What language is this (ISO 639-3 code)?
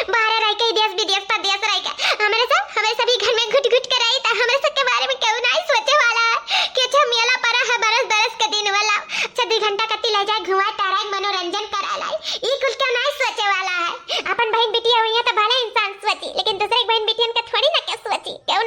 awa